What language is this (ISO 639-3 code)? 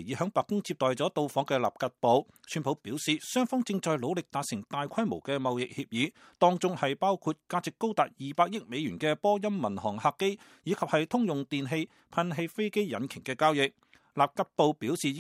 yue